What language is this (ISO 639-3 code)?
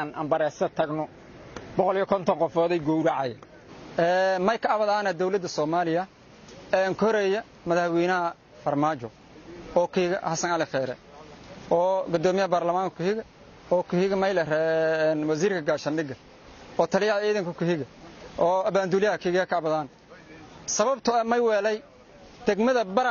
som